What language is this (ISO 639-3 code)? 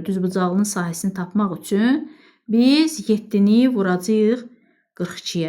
aze